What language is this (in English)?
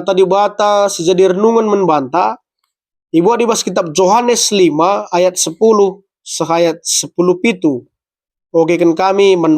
Batak Karo